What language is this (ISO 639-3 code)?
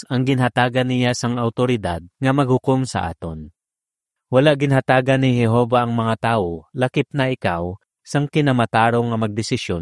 hil